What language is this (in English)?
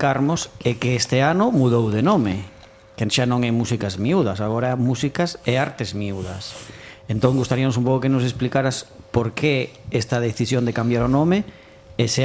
Galician